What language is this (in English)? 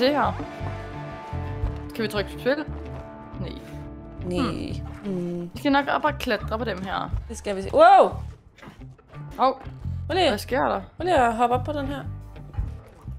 Danish